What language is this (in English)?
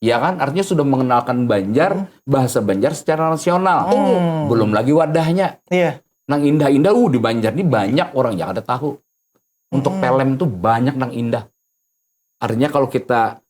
Banjar